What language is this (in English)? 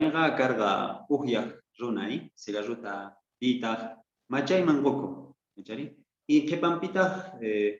Quechua